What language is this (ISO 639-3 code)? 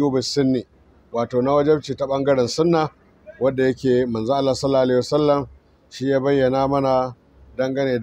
hau